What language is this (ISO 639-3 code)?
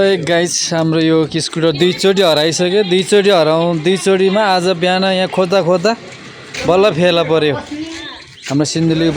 nep